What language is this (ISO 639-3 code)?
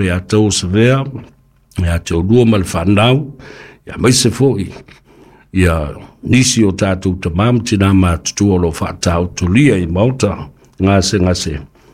smo